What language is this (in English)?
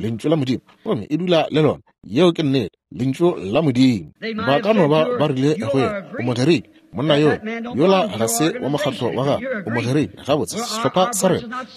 Northern Sotho